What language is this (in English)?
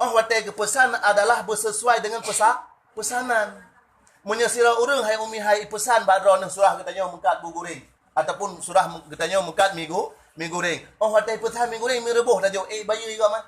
Achinese